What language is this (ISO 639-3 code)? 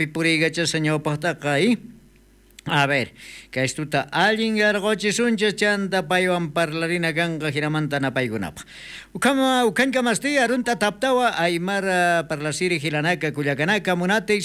quh